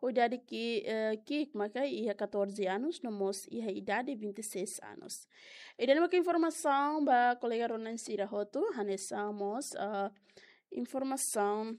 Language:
Tetum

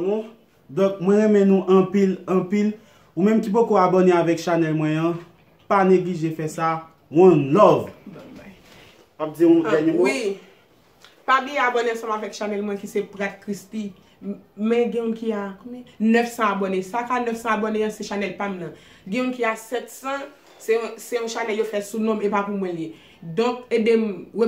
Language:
Haitian Creole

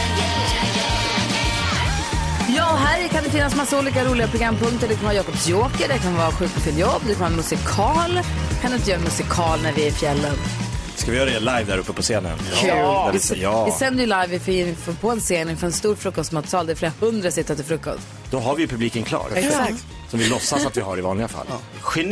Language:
Swedish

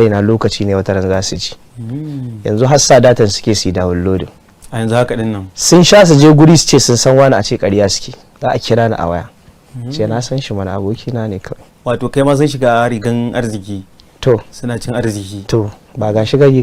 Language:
Hausa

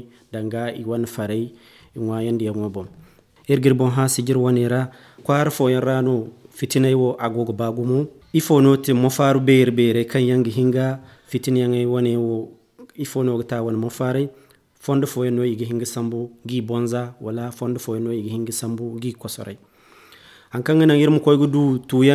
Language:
Zarma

